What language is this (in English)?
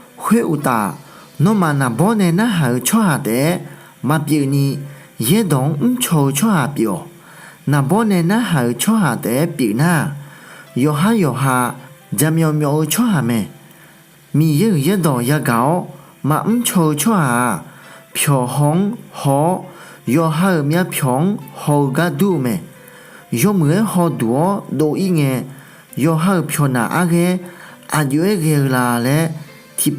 Akha